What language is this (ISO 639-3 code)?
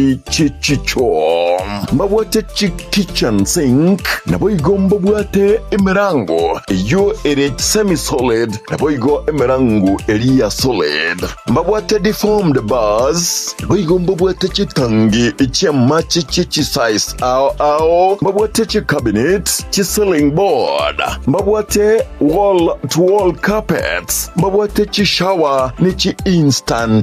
guz